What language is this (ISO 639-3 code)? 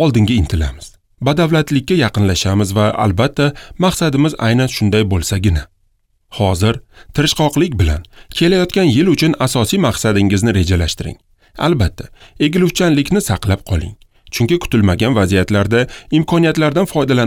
uzb